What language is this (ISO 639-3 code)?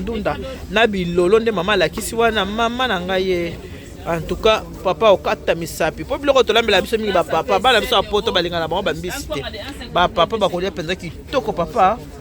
lin